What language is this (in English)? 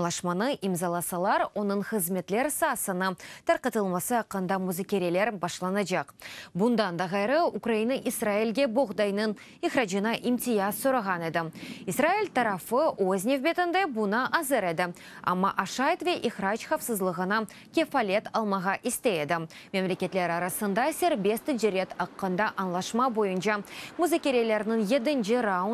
Crimean Tatar